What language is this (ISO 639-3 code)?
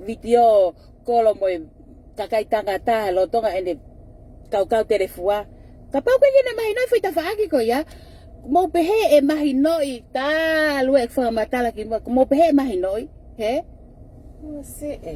ton